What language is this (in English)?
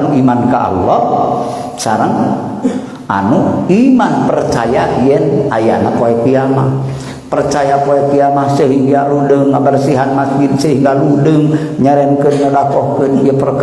Sundanese